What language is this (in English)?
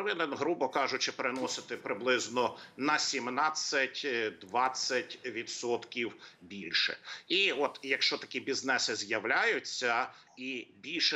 Ukrainian